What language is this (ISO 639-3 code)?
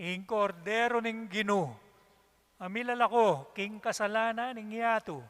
pam